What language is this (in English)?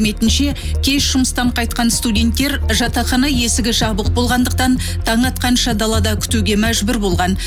Kazakh